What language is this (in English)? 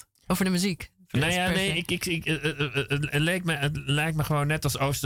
Dutch